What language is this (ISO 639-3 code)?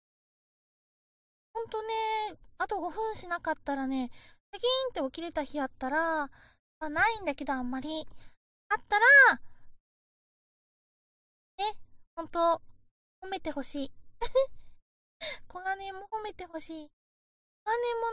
jpn